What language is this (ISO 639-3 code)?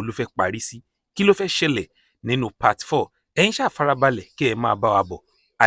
yor